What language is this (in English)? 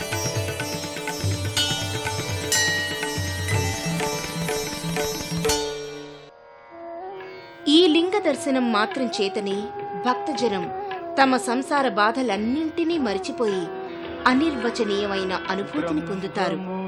Telugu